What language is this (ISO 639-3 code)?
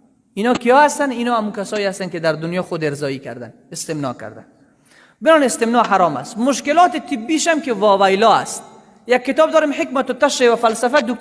fas